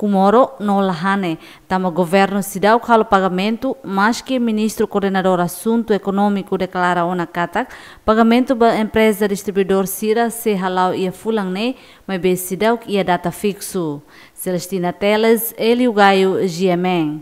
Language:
Tetum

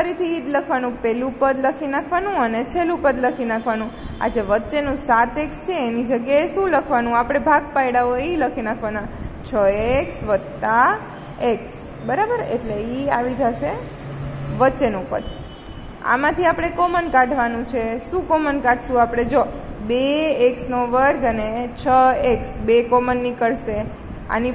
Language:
Gujarati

